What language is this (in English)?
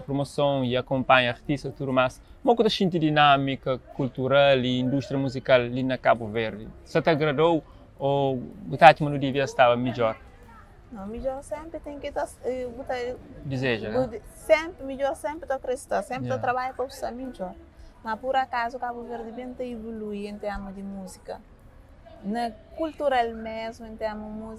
Kabuverdianu